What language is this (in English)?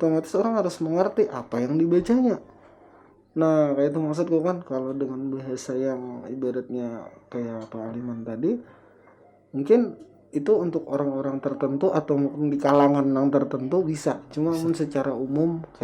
Banjar